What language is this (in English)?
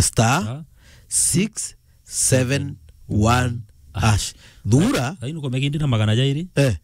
Meru